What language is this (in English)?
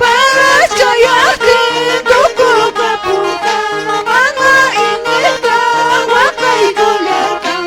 Quechua